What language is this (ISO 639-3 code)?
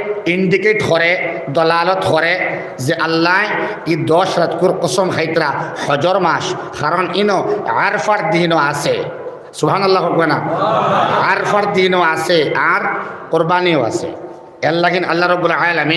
syl